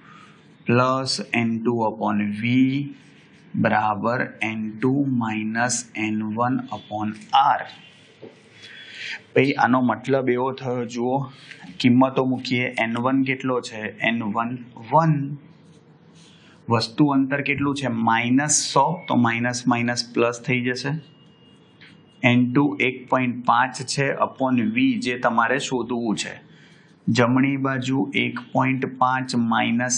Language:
Gujarati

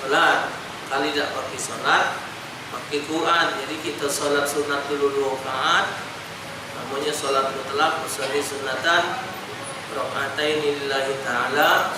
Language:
Musi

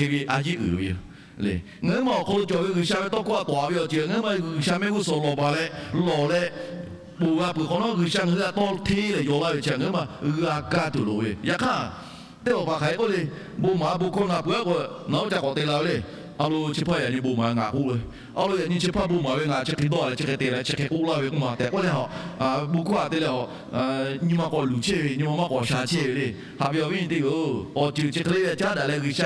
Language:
Lahu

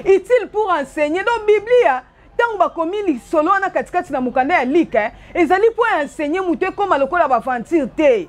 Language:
Lingala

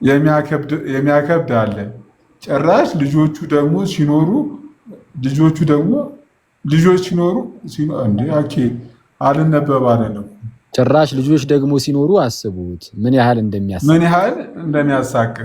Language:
Amharic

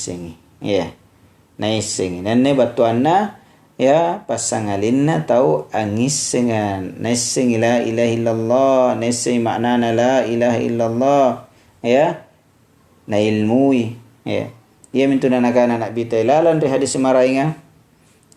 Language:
Makasar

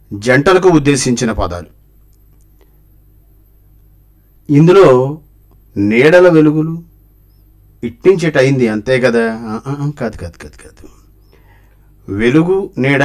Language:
Telugu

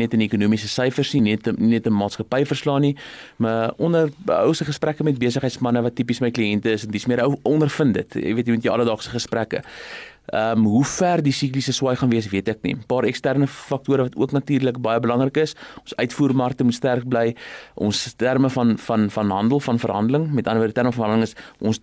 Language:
Afrikaans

